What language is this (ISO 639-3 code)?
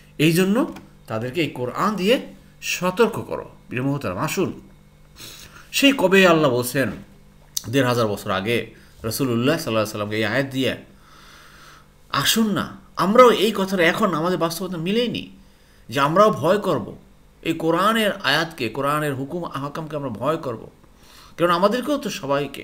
ben